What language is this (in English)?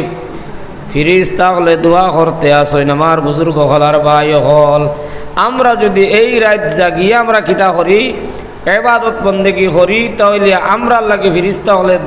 Sylheti